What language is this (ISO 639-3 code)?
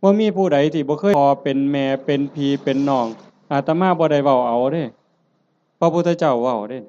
tts